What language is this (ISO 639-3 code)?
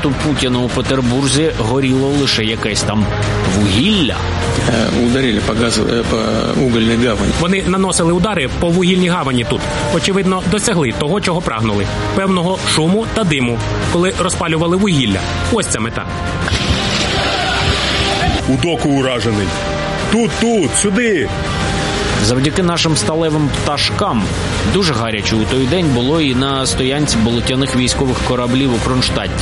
ukr